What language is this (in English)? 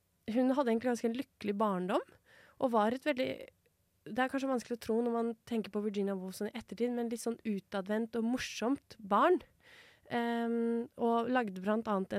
Norwegian